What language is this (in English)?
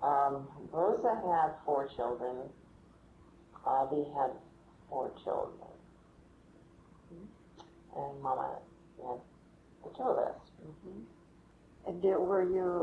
English